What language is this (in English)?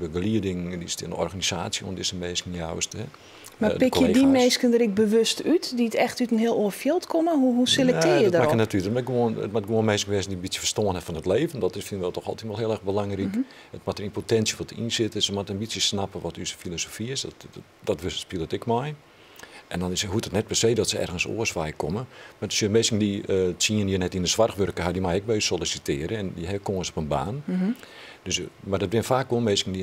Western Frisian